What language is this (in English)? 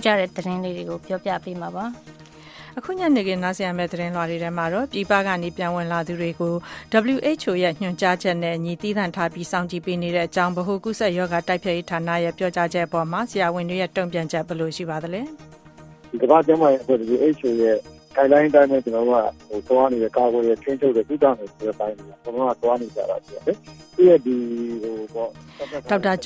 Burmese